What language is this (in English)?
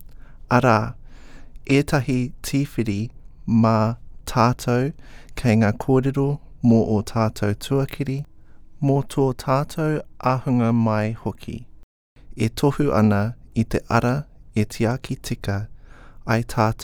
Māori